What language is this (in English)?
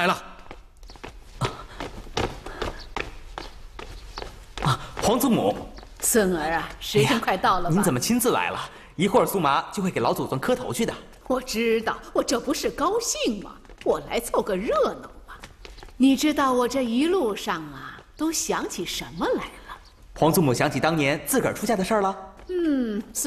Chinese